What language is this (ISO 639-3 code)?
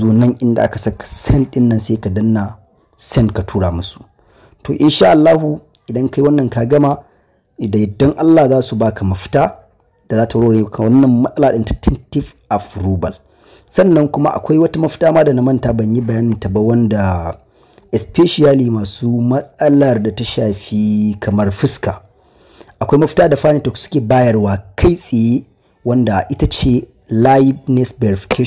hau